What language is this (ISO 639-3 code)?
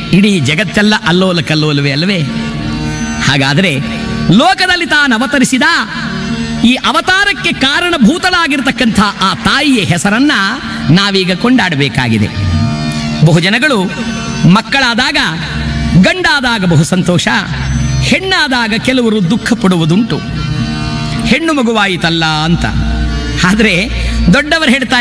kan